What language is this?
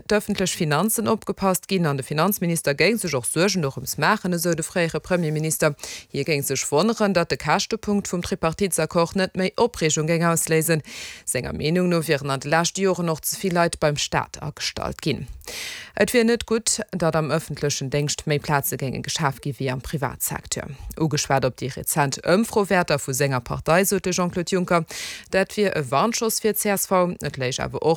Luxembourgish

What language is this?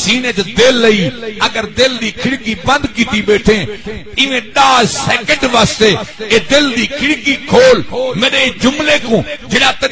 Saraiki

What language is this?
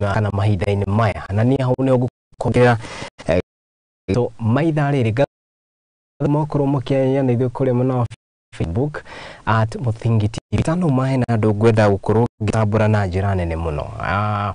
Kikuyu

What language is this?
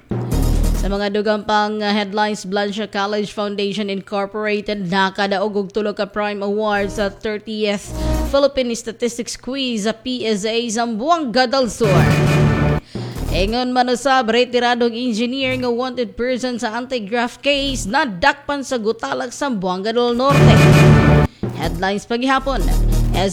Cebuano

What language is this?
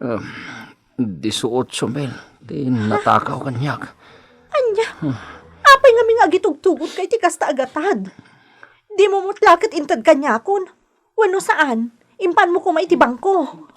Iloko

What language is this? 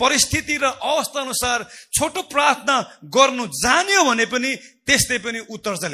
Nepali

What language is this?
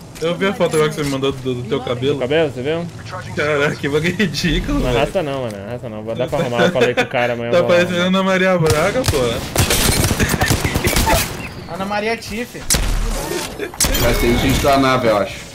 Portuguese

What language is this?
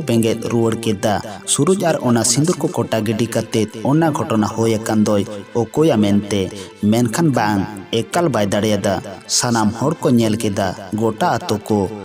Santali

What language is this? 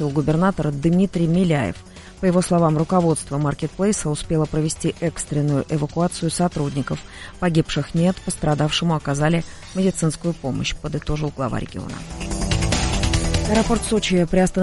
Russian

